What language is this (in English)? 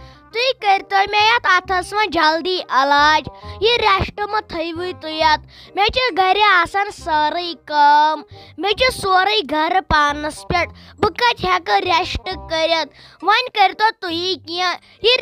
Kashmiri